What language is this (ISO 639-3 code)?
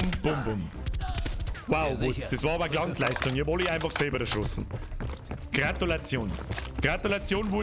bar